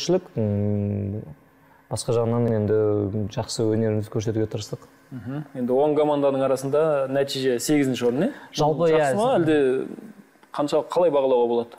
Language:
Kazakh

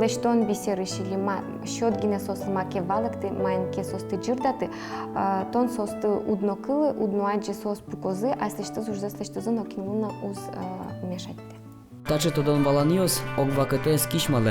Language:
Udmurt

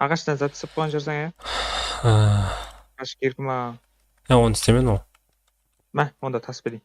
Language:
Kara-Kalpak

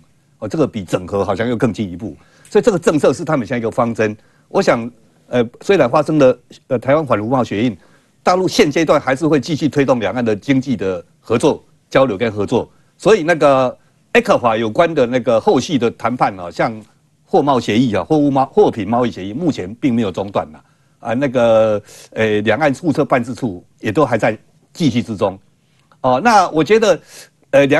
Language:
Chinese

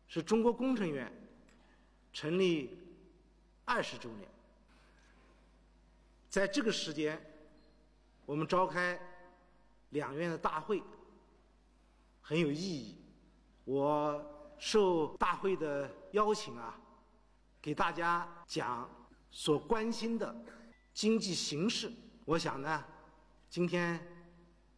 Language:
Chinese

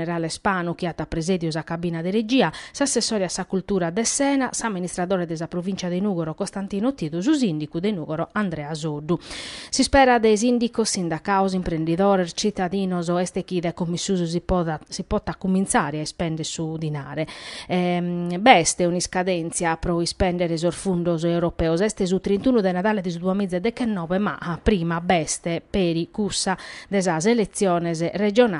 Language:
Sardinian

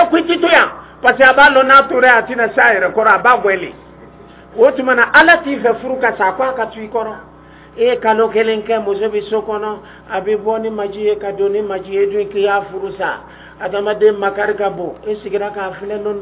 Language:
Dyula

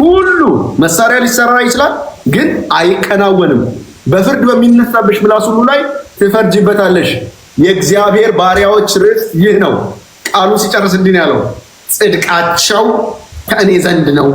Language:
Amharic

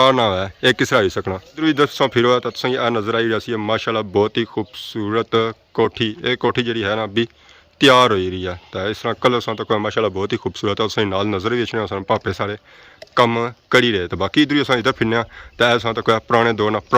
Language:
Pahari-Potwari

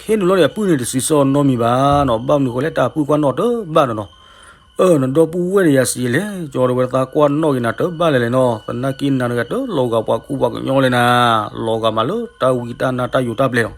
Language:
S'gaw Karen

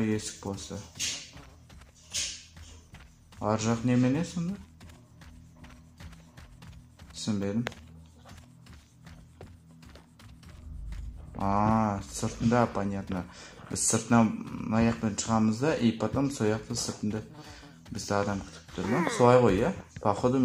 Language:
Kazakh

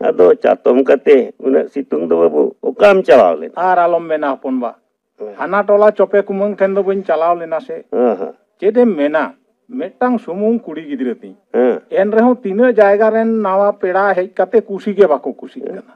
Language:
Santali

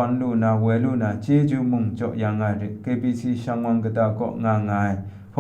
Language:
Kachin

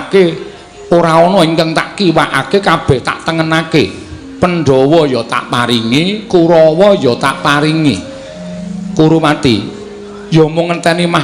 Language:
Javanese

